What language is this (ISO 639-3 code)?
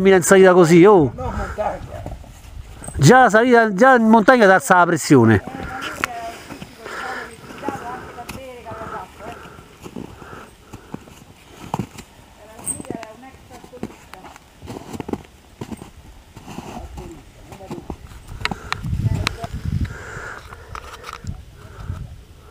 ita